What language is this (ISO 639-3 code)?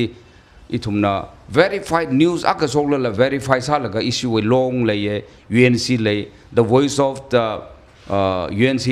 nmf